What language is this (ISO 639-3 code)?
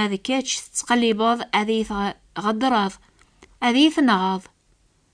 kab